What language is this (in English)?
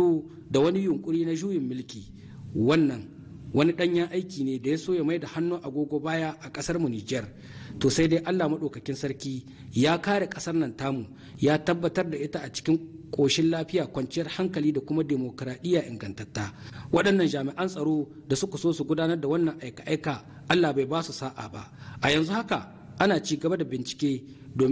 Hausa